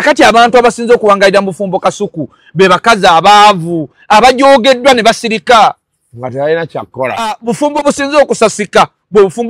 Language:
Ganda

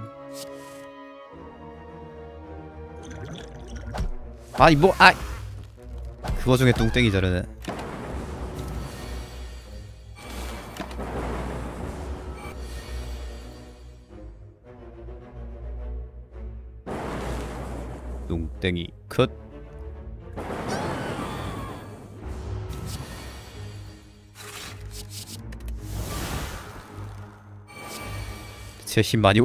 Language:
Korean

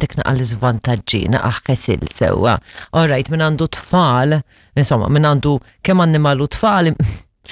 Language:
Maltese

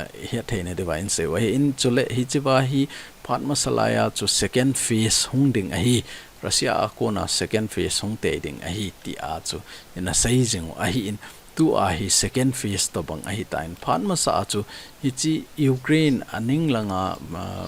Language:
Thado Chin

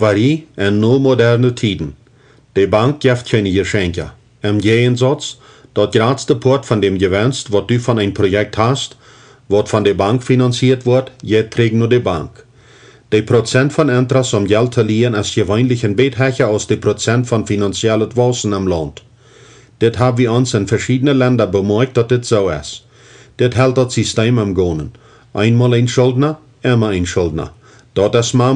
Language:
Plautdietsch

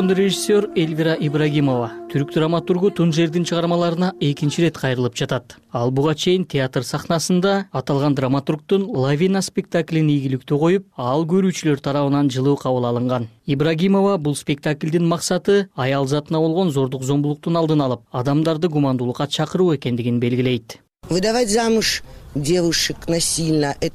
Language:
Kyrgyz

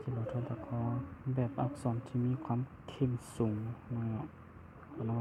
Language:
Hmong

